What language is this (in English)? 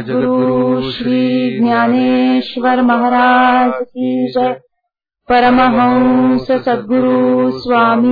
Marathi